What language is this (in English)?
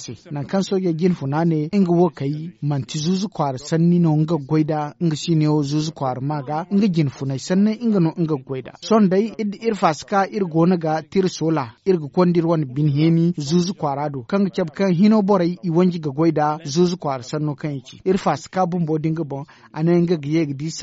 Zarma